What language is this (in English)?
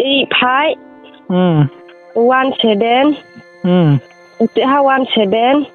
Riang (India)